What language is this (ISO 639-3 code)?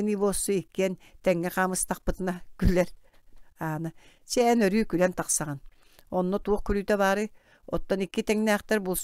sah